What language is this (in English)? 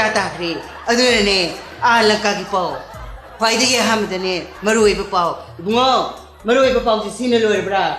Manipuri